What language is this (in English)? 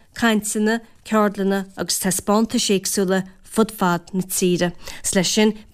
Irish